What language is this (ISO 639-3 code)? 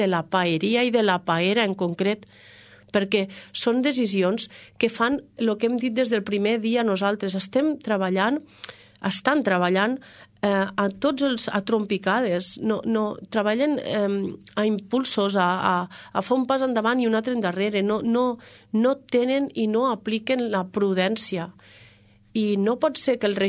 cat